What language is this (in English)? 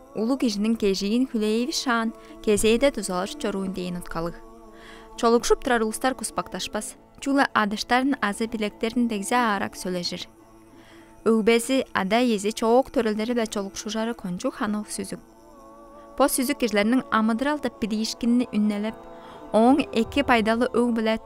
Tuvinian